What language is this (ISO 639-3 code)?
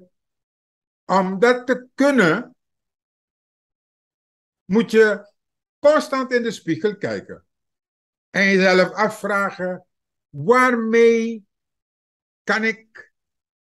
nld